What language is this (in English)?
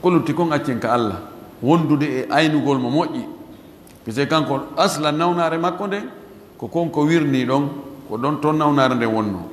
Fula